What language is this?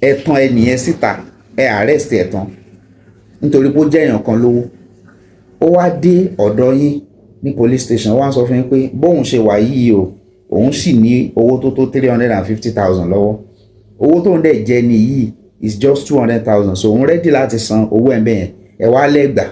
Yoruba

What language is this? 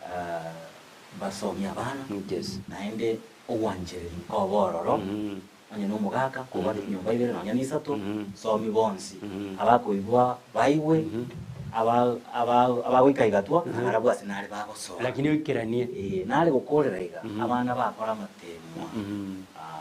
Gusii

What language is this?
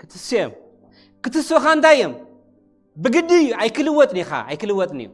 Tigrinya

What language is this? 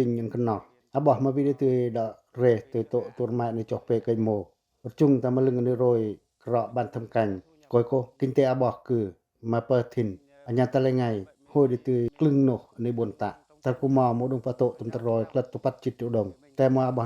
Pacoh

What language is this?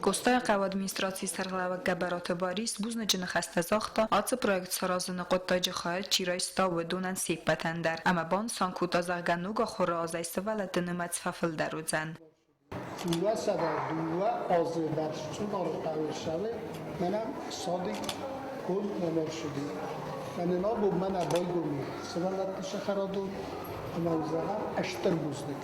Ossetic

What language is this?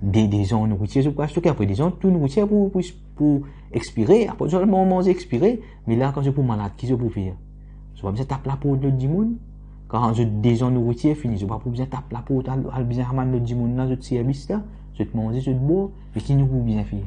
Morisyen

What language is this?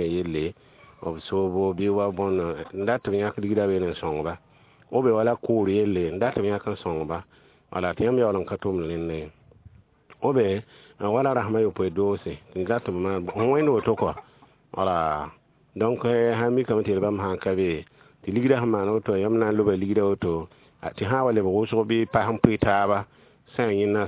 Mossi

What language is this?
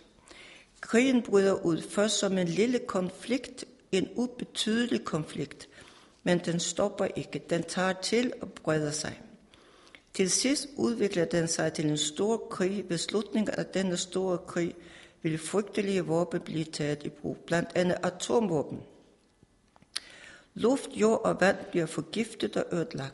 Danish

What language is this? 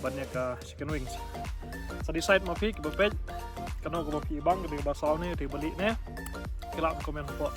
Khasi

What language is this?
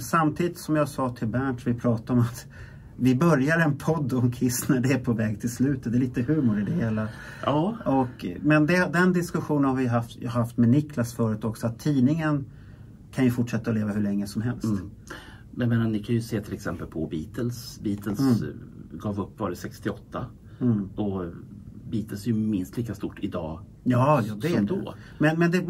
Swedish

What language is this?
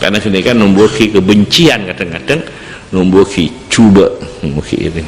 Madurese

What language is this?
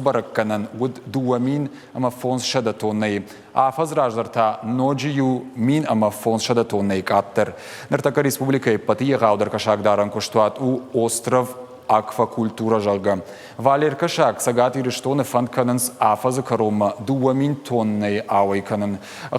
Ossetic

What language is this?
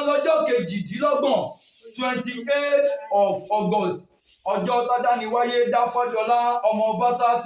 Yoruba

